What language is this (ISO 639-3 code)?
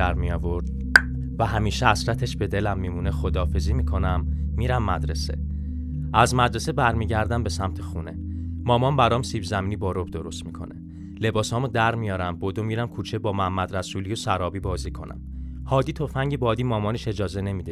fas